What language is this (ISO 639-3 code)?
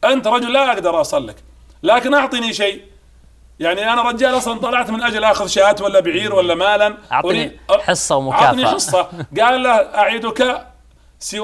ara